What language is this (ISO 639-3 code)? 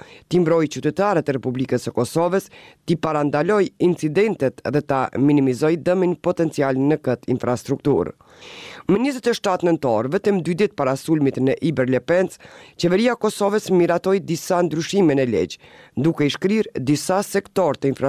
sqi